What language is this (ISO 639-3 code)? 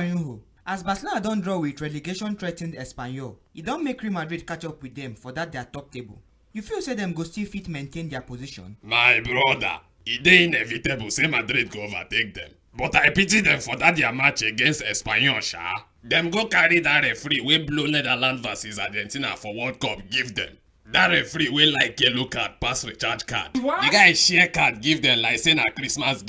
pcm